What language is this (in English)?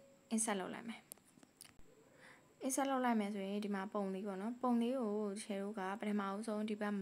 Burmese